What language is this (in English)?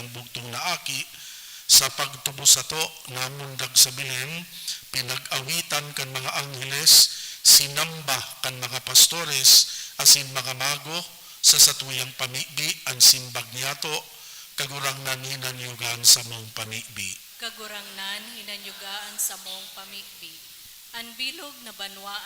Bikol